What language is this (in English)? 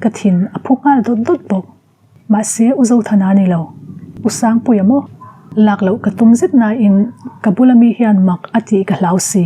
Mizo